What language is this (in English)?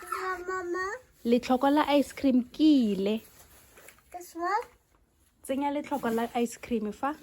Tswana